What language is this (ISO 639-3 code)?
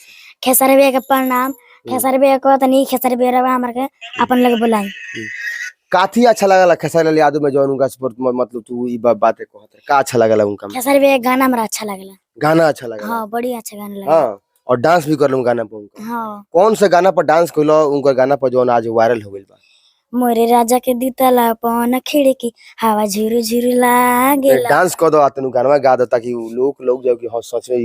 bho